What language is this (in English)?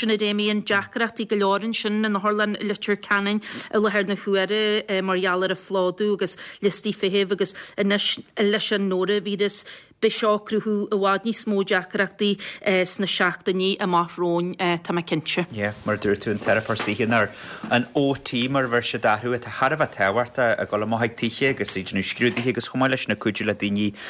Irish